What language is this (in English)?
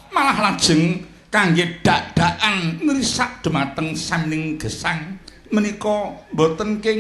Javanese